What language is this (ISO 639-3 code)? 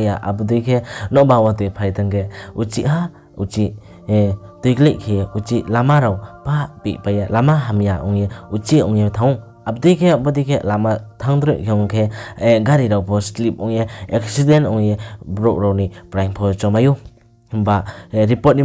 ria